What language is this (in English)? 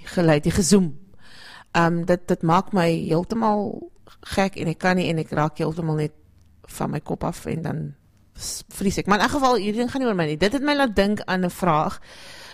Afrikaans